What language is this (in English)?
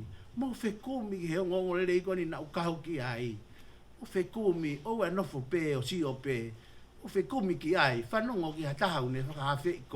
Tongan